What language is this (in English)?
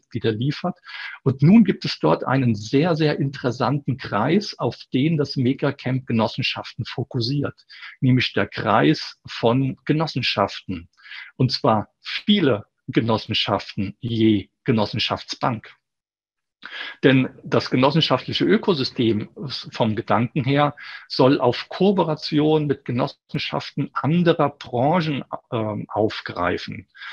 German